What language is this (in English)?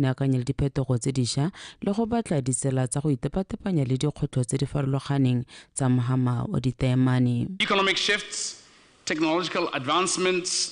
Tswana